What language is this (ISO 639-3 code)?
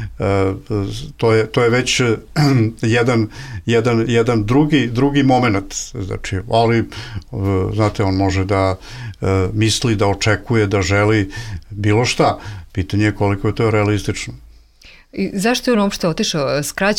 bos